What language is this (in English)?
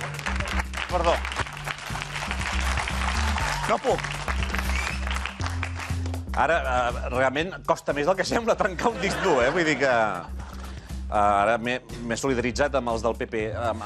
Catalan